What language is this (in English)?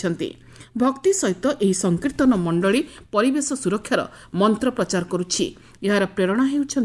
Odia